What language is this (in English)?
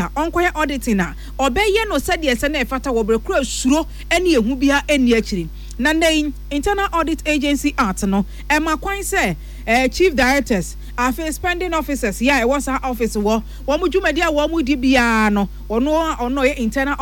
Akan